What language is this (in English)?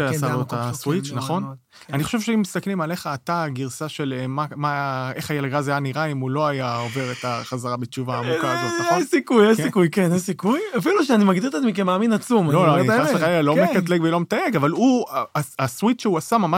Hebrew